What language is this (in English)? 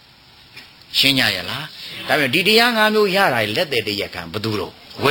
Burmese